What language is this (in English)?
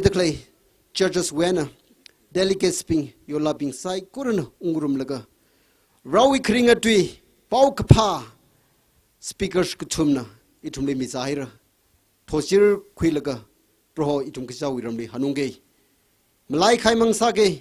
Tangkhul Naga (India)